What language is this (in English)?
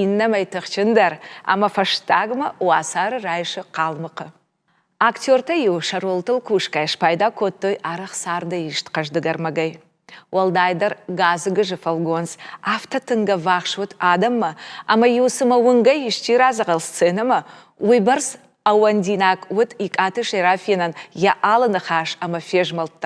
Ossetic